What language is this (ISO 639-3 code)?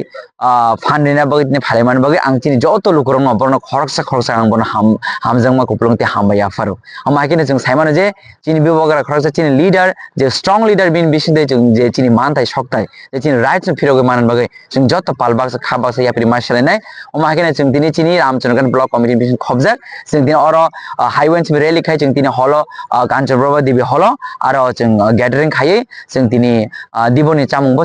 trp